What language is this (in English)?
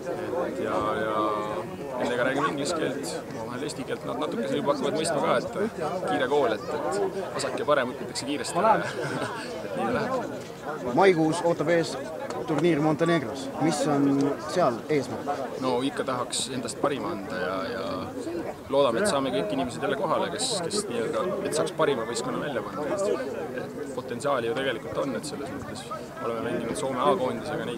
Estonian